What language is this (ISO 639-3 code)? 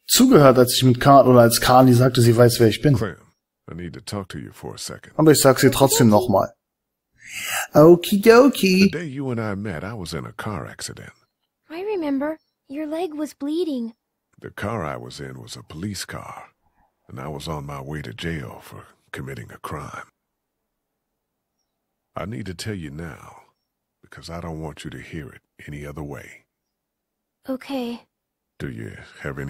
deu